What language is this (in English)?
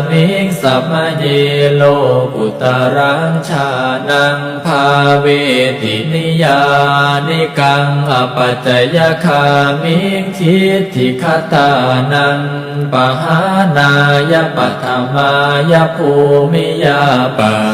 Pali